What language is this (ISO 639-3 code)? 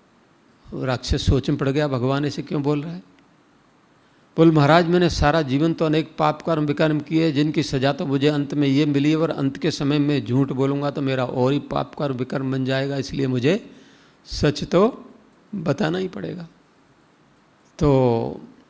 hin